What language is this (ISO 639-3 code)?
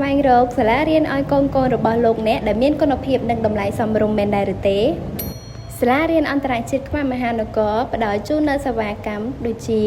khm